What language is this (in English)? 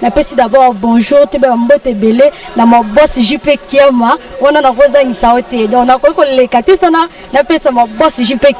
Lingala